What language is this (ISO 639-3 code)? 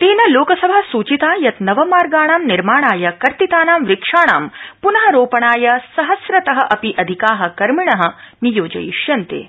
san